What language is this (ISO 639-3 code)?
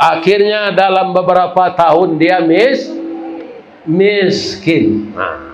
min